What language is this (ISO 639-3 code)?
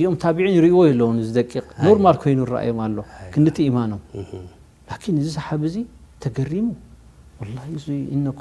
tir